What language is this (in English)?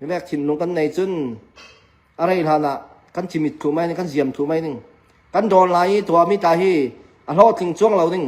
Falam Chin